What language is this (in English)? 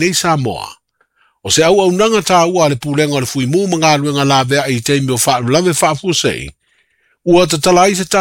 Samoan